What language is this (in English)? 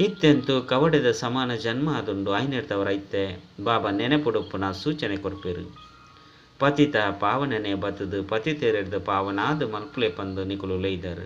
Tulu